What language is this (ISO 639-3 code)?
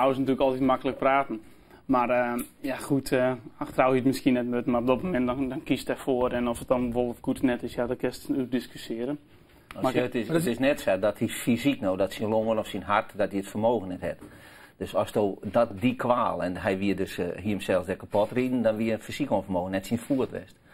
fry